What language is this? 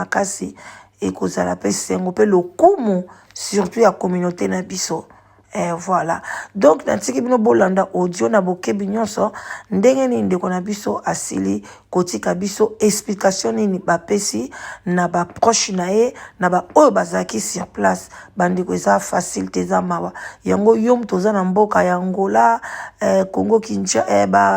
Lingala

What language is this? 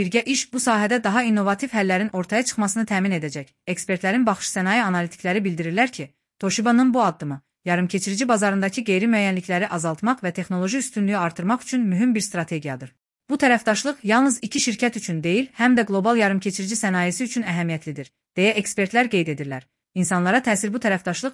Azerbaijani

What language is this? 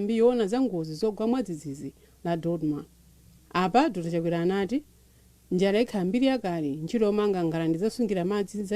Nyanja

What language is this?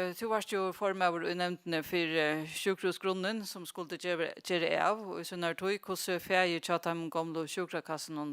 Faroese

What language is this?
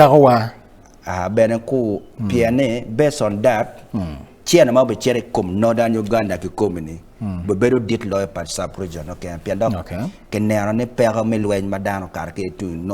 Acoli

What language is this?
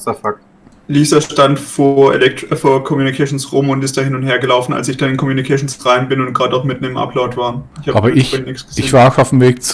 Swiss German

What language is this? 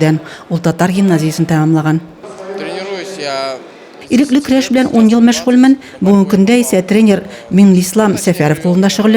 Tatar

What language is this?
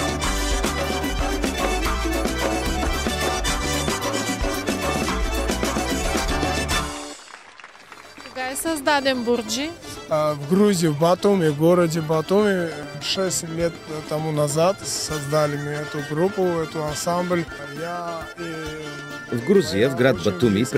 Bulgarian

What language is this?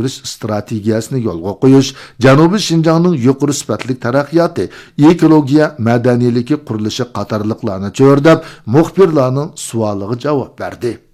Uyghur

